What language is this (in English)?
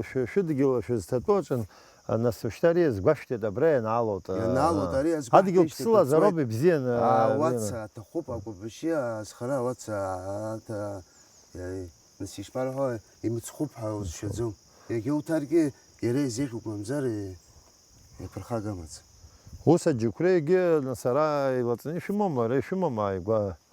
Abkhazian